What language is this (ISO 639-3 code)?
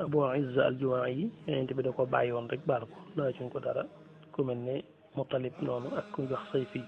wol